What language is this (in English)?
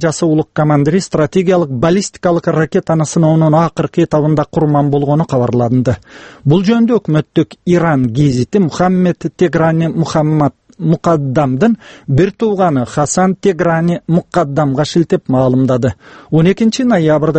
Kyrgyz